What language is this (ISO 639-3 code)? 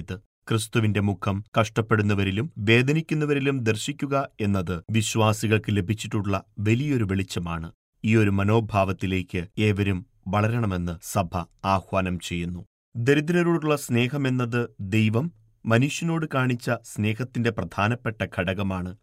mal